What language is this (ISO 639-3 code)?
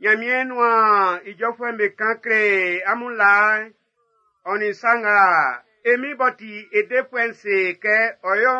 bci